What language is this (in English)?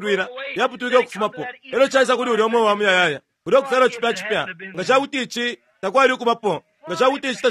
Bemba